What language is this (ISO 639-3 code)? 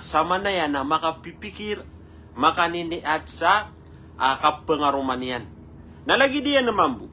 mrw